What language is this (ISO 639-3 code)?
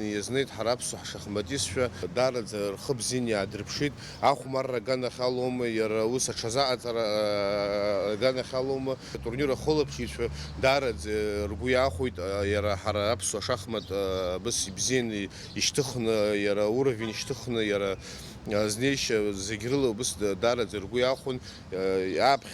abk